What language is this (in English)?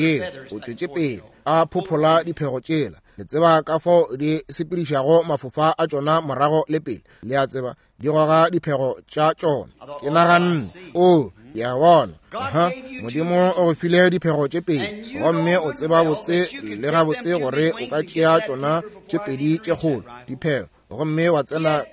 Northern Sotho